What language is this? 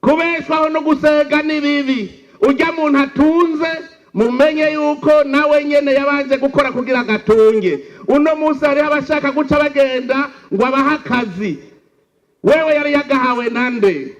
Rundi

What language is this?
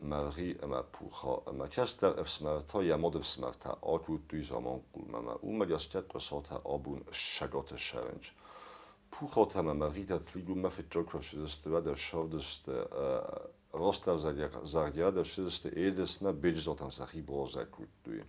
Ossetic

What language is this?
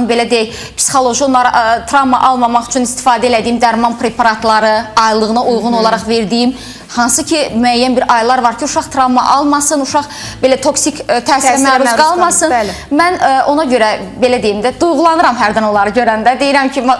Azerbaijani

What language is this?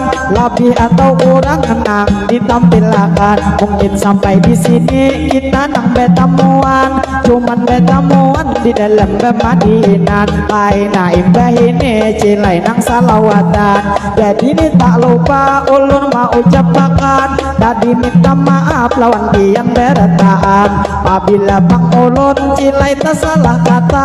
Banjar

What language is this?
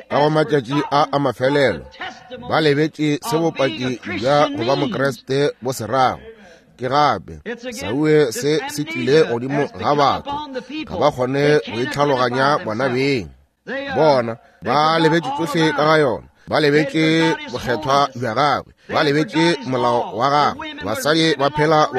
Northern Sotho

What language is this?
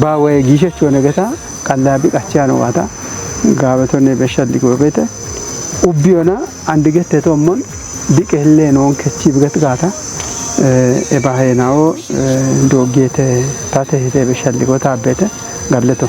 Kafa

